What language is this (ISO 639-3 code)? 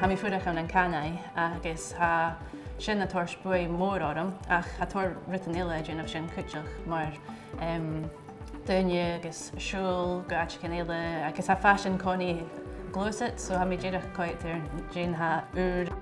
gla